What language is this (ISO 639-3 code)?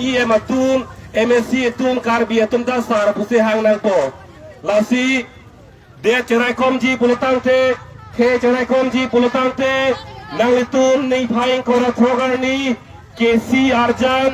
mjw